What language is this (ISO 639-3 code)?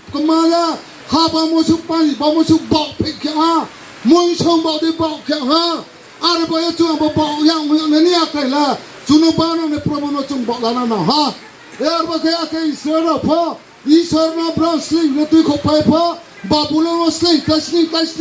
ria